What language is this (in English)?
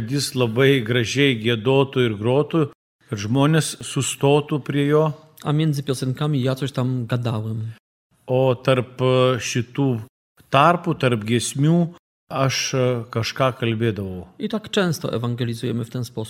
Lithuanian